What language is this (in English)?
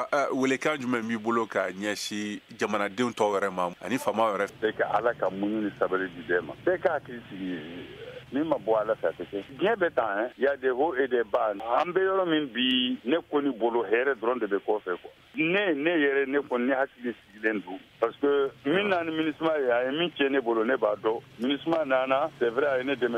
Bambara